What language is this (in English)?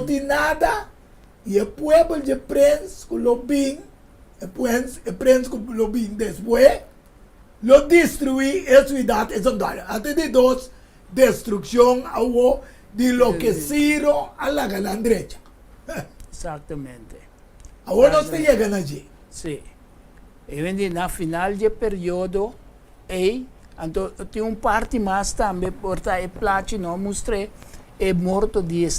Papiamento